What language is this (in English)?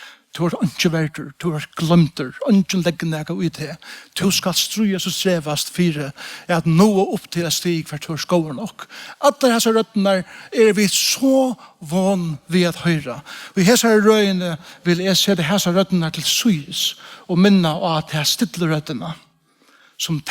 Faroese